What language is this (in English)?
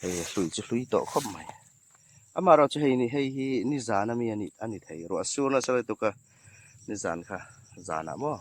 Hmar